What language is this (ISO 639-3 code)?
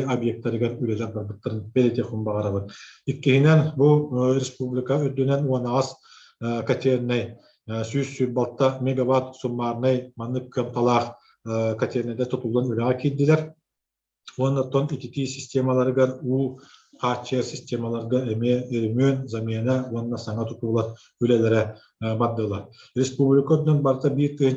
sah